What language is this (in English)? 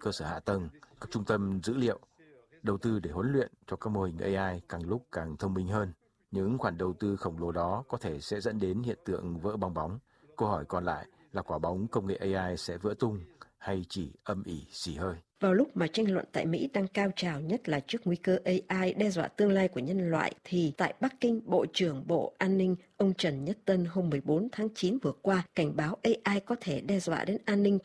Vietnamese